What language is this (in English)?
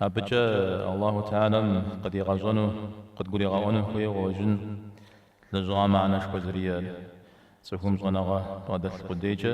Kabardian